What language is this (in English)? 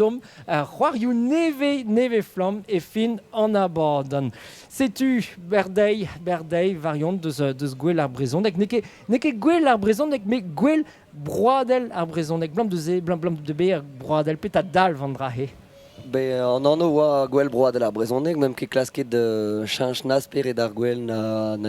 Breton